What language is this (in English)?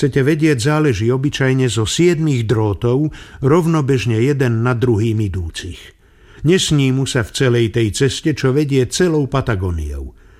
Slovak